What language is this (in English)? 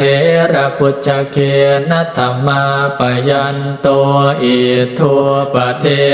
Pali